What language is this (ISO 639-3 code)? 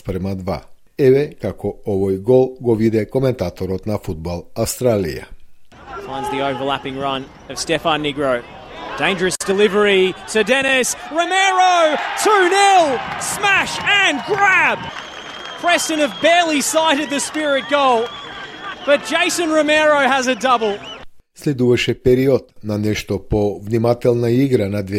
mkd